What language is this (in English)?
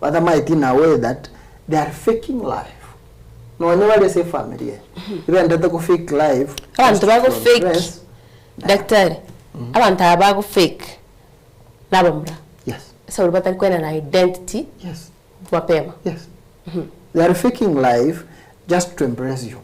Gusii